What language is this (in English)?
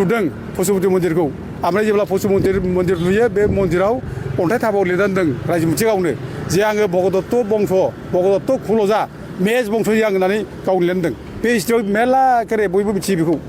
Bodo